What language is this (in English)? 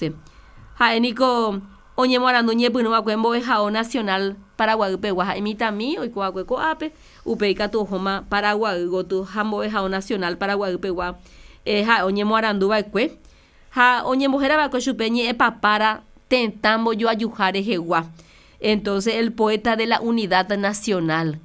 Guarani